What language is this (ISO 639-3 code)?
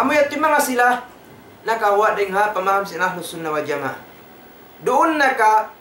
tsg